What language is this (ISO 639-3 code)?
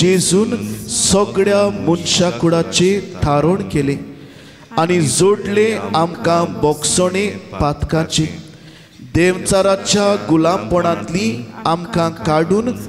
kok